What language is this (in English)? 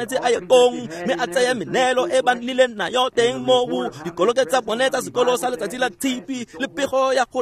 Tswana